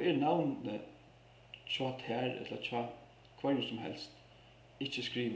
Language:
Faroese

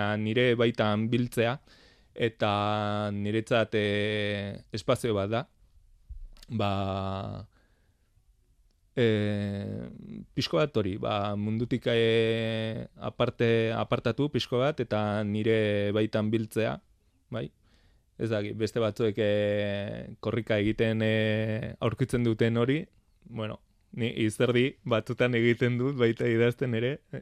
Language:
Basque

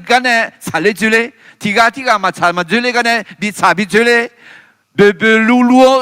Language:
Akha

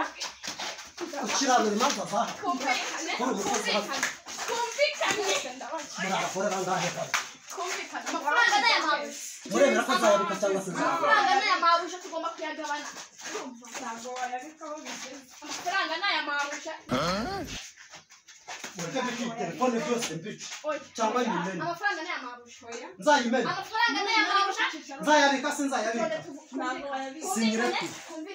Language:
Kinyarwanda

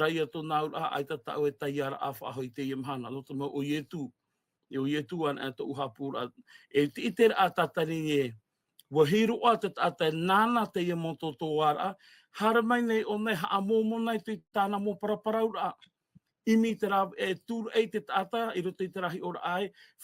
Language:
Tahitian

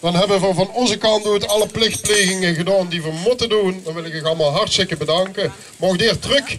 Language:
Limburgish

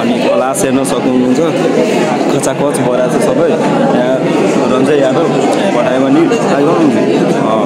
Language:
Nepali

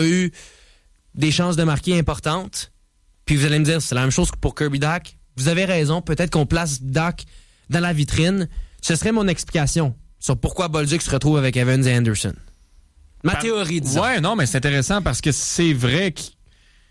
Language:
French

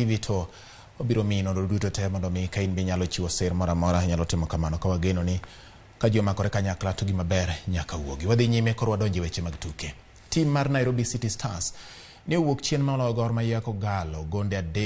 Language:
Luo (Kenya and Tanzania)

